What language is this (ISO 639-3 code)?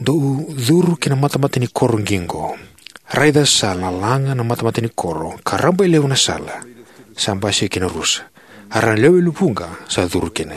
fij